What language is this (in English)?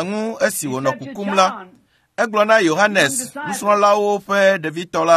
Ewe